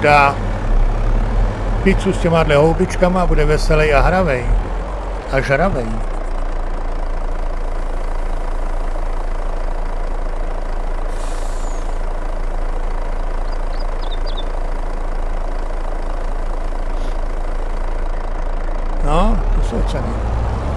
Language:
Czech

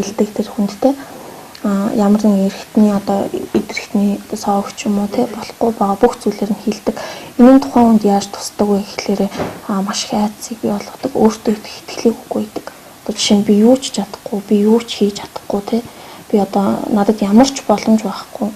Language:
Mongolian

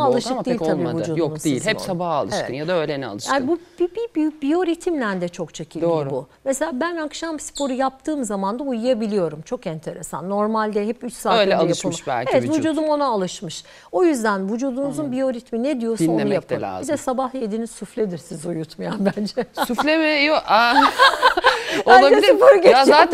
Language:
Turkish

